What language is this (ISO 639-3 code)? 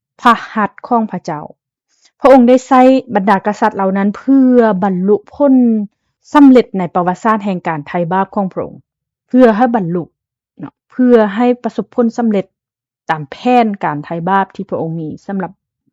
lao